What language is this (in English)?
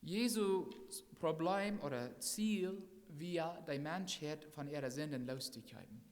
Plautdietsch